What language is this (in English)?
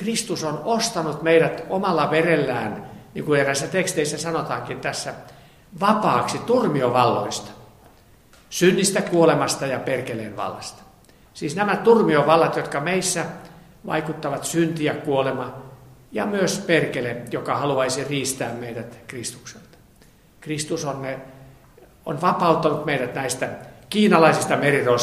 Finnish